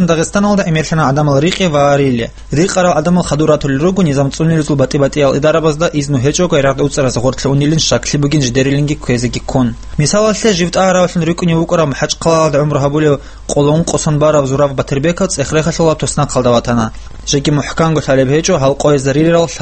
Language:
Avaric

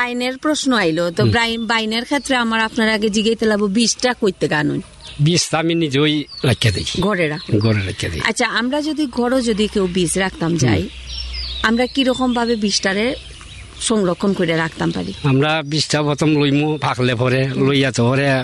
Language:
Bangla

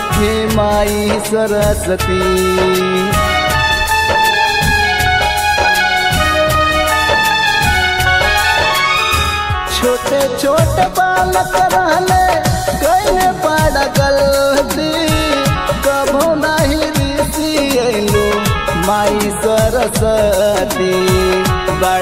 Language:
Bhojpuri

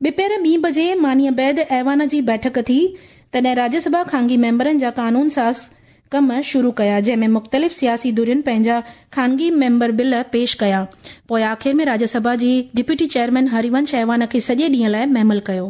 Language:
Sindhi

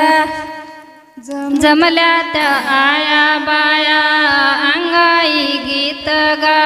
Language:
Marathi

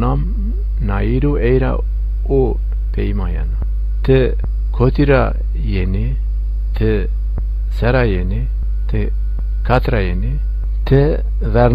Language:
Zaza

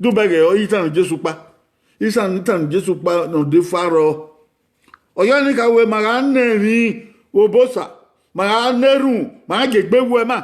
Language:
Bini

